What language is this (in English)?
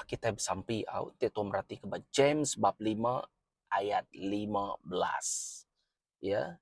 Iban